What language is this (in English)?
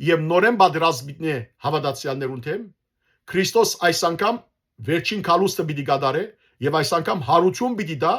Western Armenian